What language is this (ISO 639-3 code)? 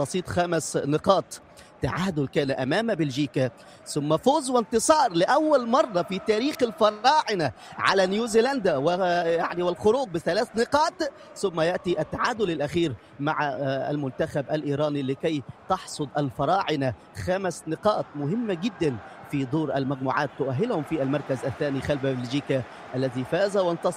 ara